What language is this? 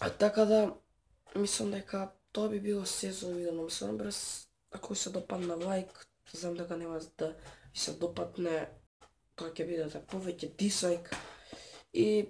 Macedonian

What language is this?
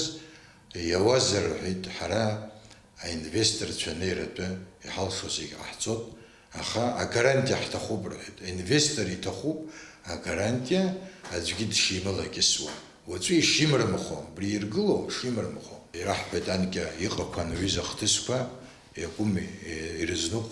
Abkhazian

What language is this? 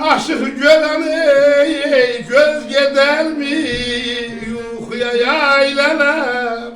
South Azerbaijani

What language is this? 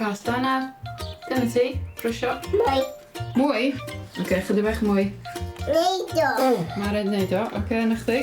Welsh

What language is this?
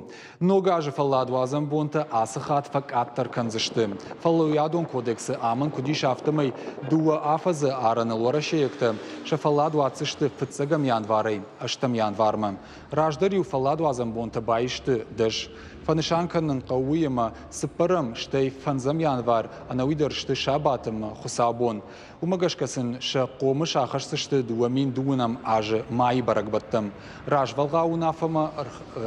Ossetic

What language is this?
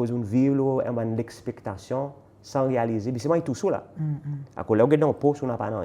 Seselwa Creole French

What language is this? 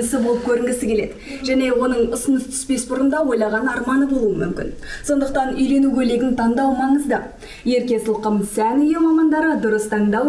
Kazakh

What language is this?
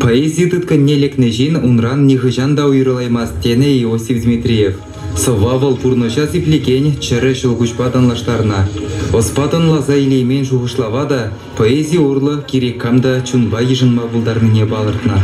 Chuvash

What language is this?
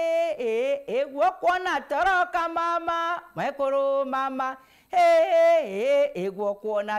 Meru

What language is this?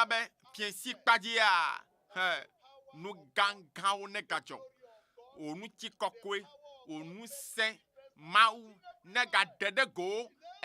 Ewe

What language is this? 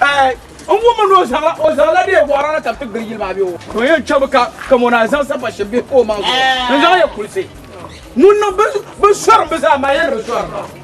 Dagbani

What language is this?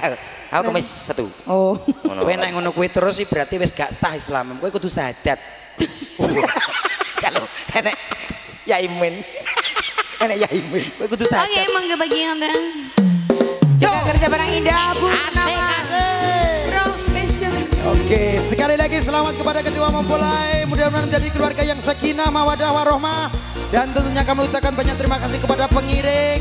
Javanese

